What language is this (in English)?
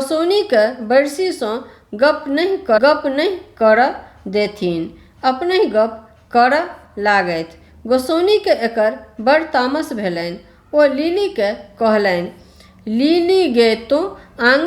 Maithili